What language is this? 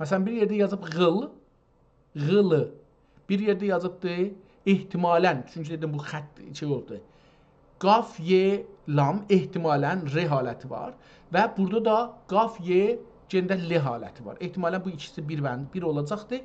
South Azerbaijani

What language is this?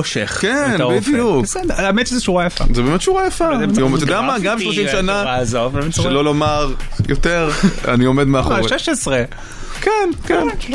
Hebrew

